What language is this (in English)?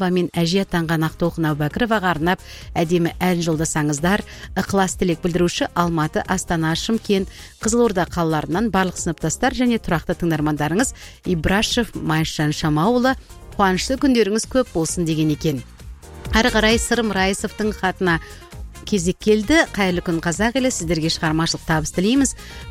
Kazakh